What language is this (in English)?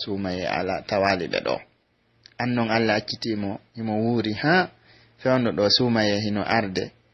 Pular